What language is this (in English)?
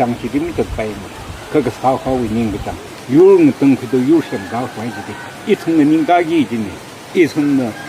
Tangkhul Naga (India)